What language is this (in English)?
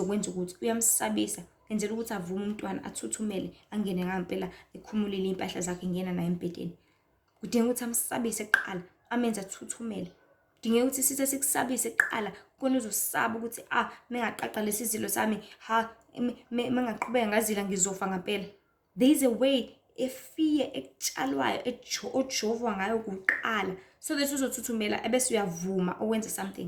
Zulu